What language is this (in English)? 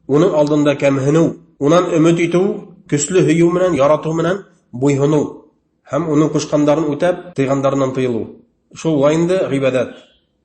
Bashkir